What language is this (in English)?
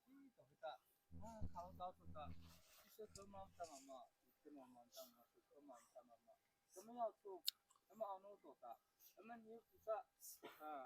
Mara Chin